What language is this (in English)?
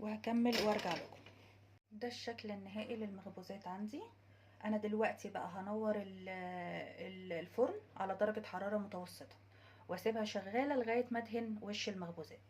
Egyptian Arabic